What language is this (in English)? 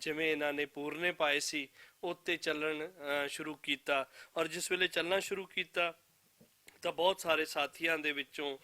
Western Panjabi